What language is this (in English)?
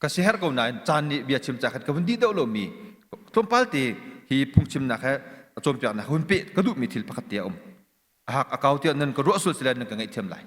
Hakha Chin